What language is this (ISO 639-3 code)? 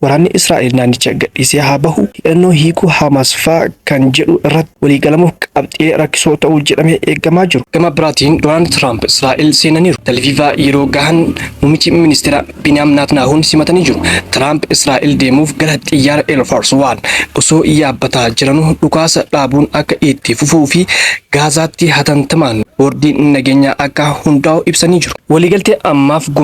orm